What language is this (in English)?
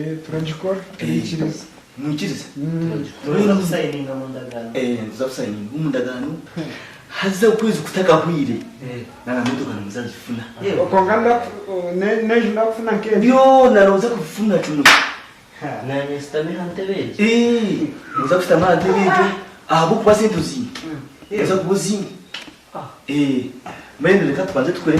Nyankole